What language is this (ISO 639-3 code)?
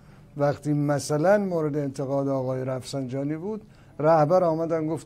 fas